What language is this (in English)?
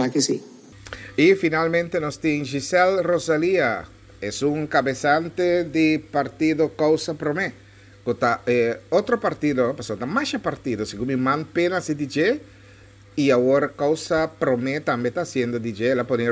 Papiamento